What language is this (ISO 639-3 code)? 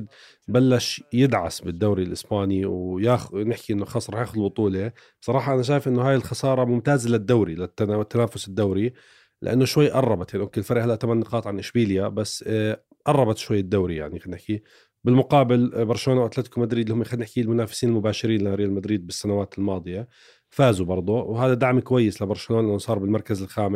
apc